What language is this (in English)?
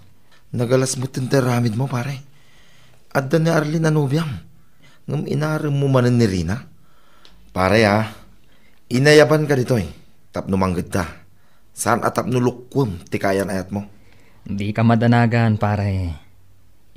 Iloko